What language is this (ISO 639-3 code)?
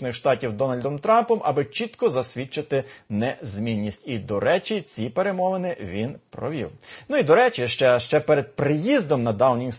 ukr